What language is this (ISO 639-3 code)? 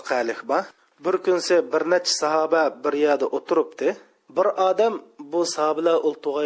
uig